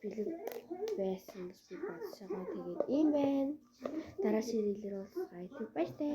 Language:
Mongolian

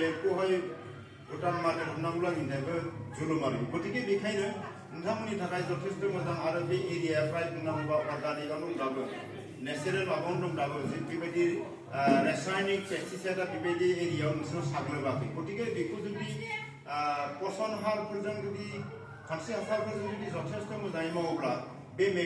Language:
Bodo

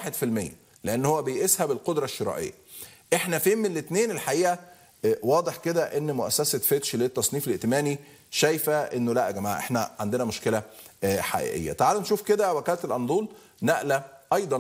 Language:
Egyptian Arabic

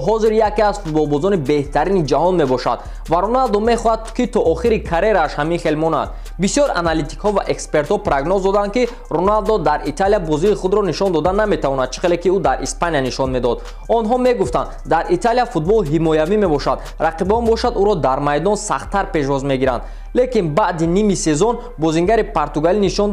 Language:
Tajik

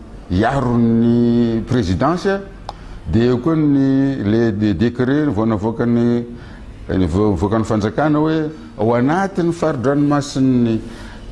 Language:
Malagasy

